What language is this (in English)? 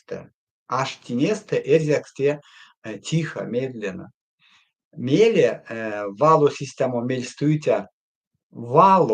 Erzya